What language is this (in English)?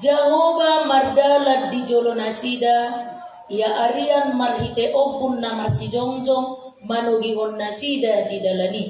Batak Toba